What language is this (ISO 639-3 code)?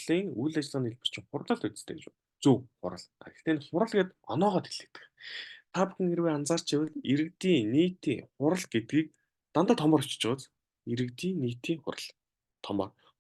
mon